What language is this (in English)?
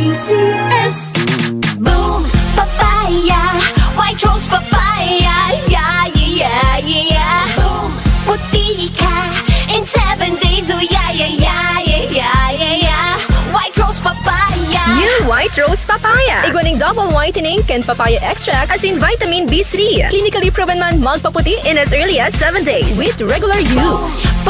Bikol